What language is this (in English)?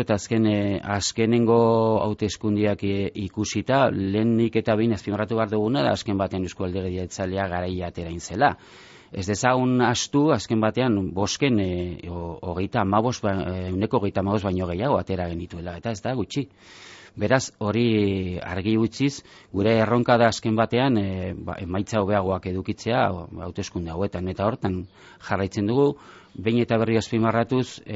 Basque